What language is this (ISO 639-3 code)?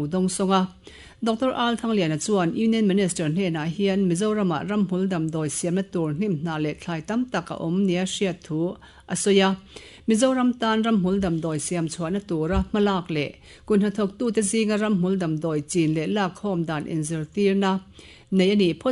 lus